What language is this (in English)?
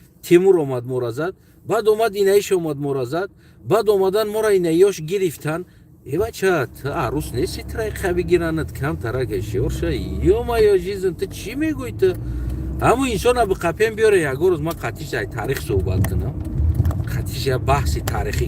Tajik